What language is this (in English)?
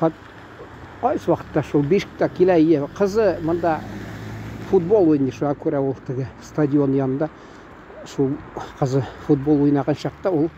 Tatar